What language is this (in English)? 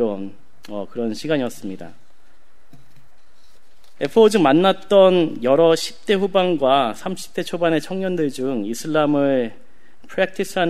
Korean